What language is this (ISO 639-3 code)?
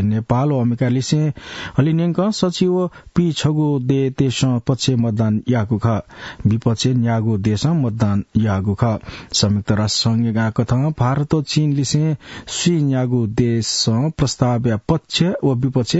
new